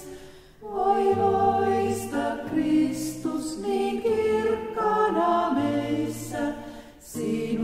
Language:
Finnish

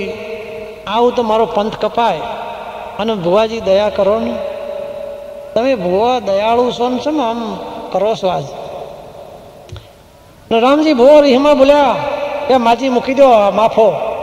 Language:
Gujarati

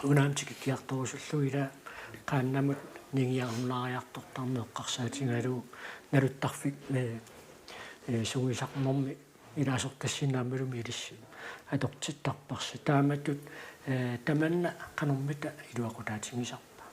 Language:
Kalaallisut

